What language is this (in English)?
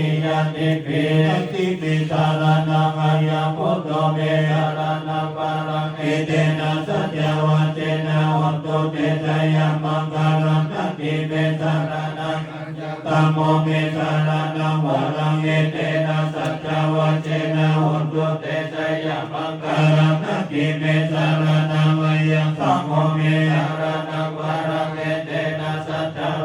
Pali